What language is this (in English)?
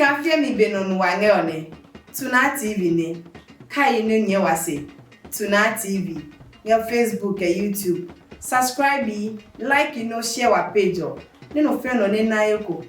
Adangme